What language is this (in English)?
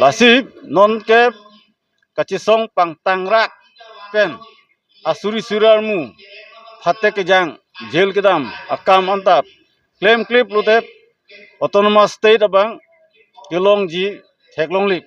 Karbi